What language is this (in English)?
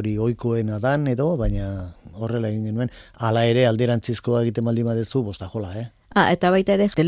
Basque